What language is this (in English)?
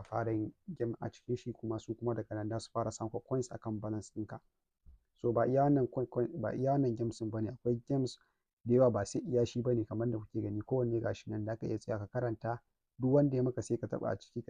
Hausa